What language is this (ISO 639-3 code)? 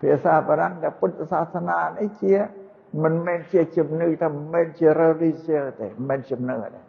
khm